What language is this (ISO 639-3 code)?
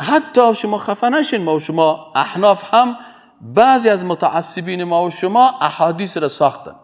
fas